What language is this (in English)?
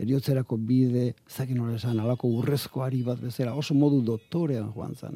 Basque